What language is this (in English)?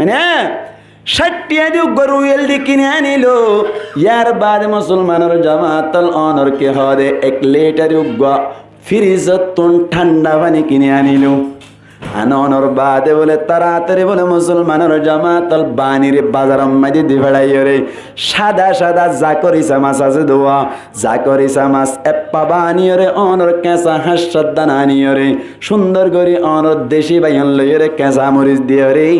Rohingya